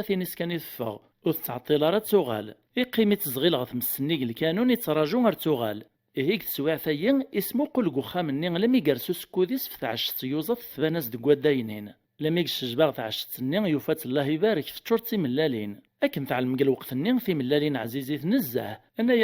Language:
Kabyle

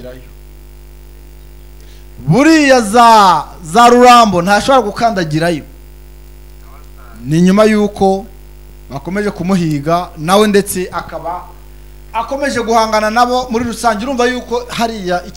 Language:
Kinyarwanda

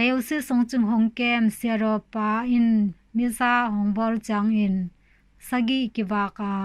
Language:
Tedim Chin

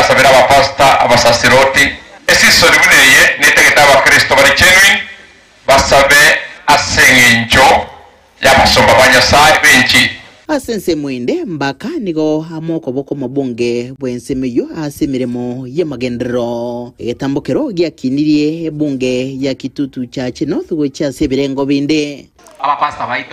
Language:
Gusii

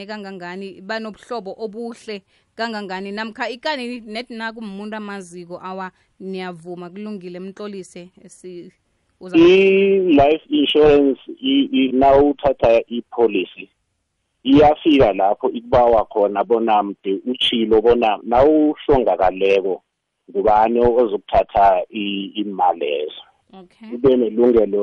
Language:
South Ndebele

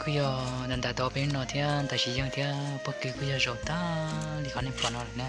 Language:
Hmong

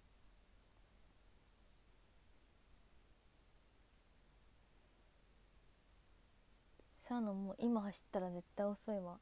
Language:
Japanese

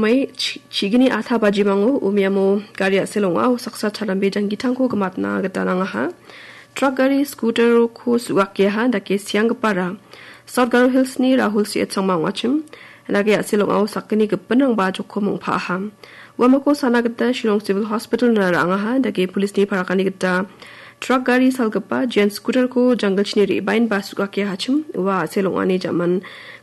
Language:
Garo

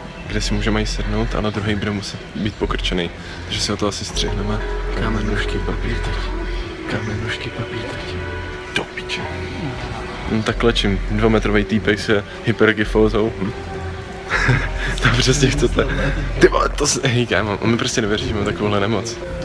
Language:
Czech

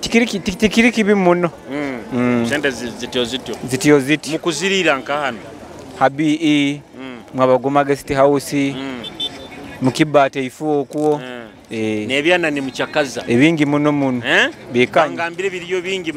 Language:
Nyoro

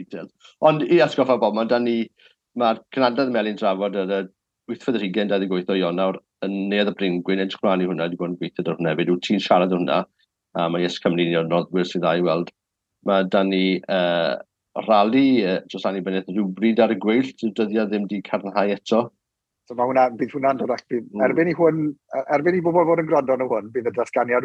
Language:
Welsh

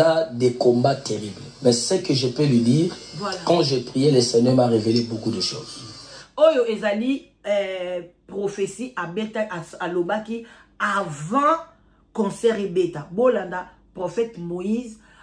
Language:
Lingala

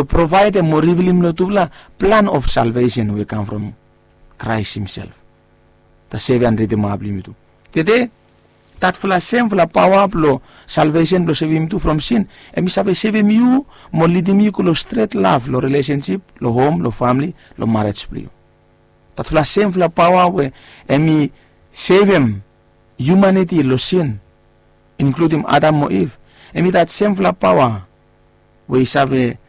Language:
Bislama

